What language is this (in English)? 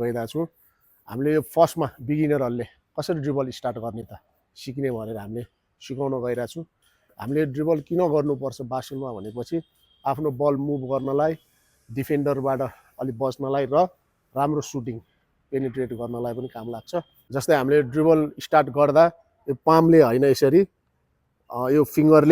Nepali